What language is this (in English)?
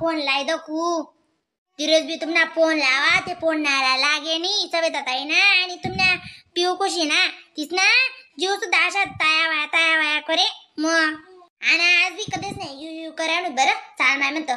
Khandesi